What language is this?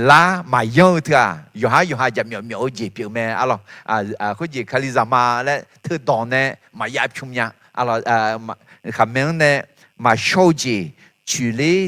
Akha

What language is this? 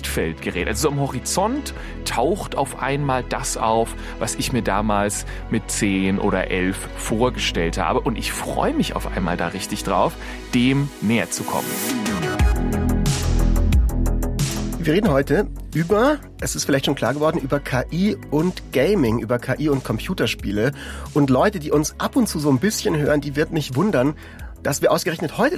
German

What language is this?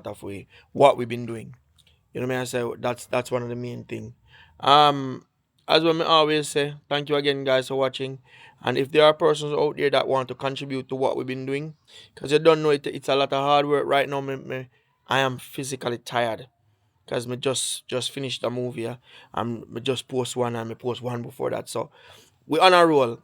Jamaican Creole English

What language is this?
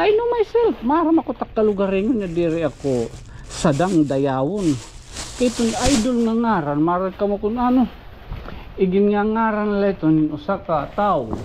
Waray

